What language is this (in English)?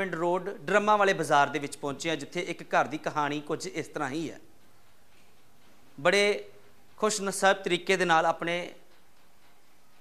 Punjabi